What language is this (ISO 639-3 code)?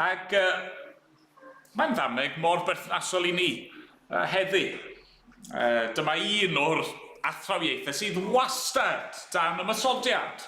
cym